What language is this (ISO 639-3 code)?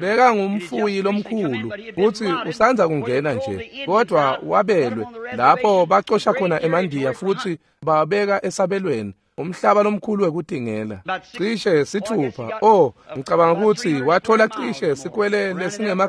ssw